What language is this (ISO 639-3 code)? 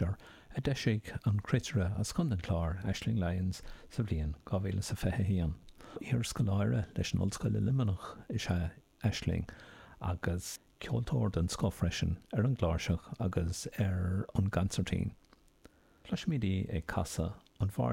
gle